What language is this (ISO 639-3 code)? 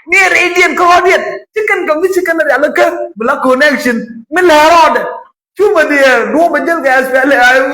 nus